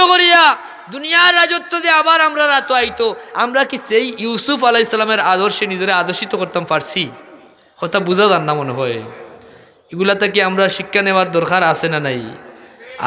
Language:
Sylheti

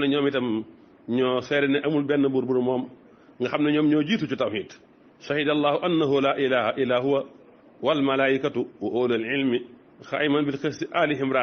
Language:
Wolof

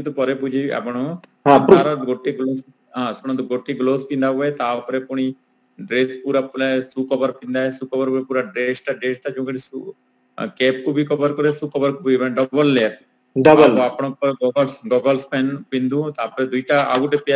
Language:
Odia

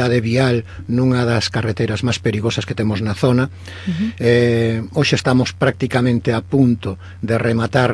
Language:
Galician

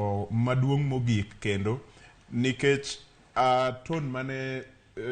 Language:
Luo (Kenya and Tanzania)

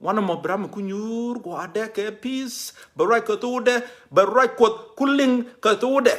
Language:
Nuer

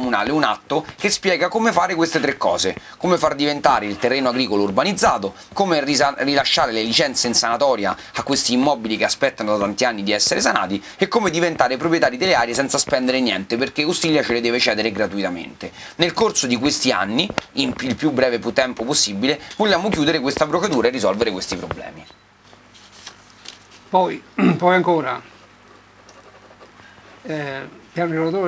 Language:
Italian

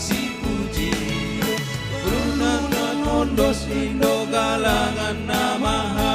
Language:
Batak Simalungun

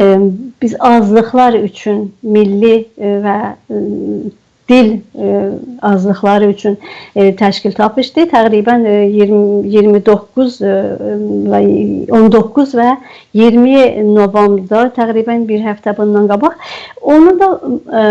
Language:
South Azerbaijani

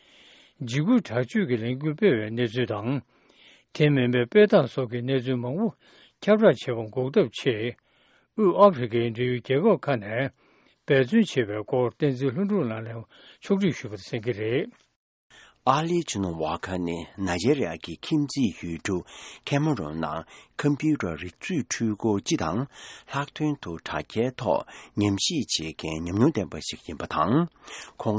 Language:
Tibetan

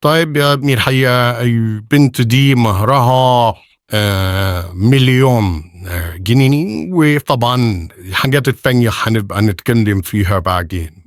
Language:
Egyptian Arabic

